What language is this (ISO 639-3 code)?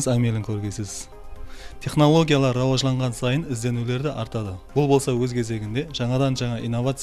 kaa